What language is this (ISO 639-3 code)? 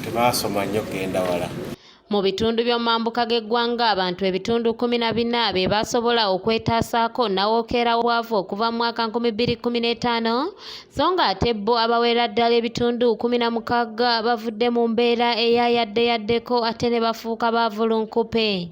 lug